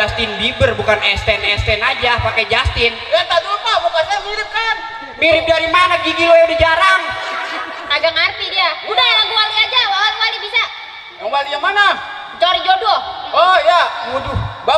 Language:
Betawi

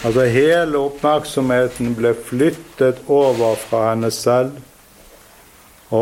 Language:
Norwegian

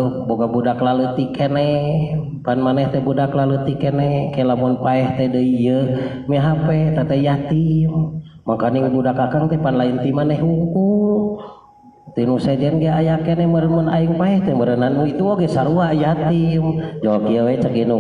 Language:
Sundanese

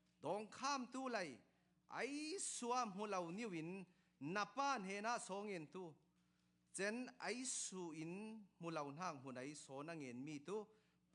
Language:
Falam Chin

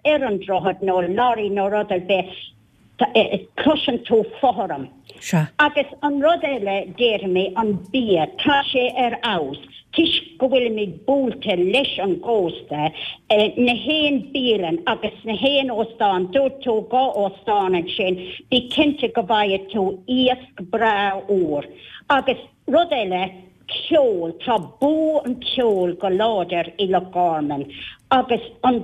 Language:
Irish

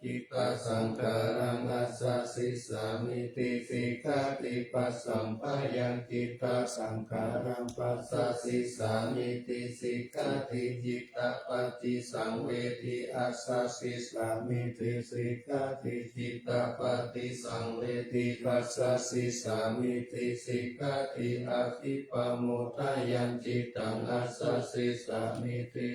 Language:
Pali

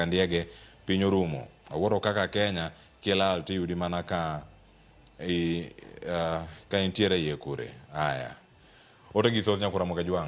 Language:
Luo (Kenya and Tanzania)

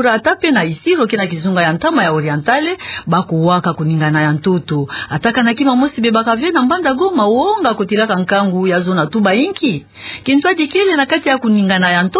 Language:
Kituba (Democratic Republic of Congo)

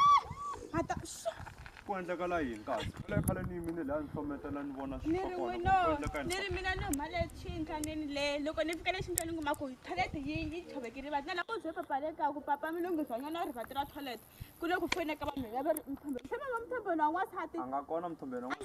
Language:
Tsonga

